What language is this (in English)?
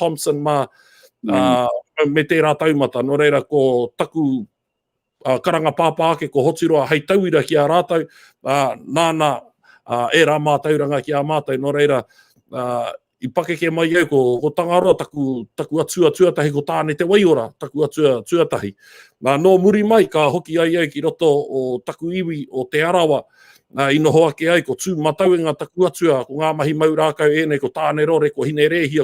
Māori